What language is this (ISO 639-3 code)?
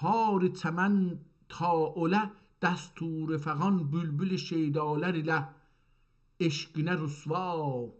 azb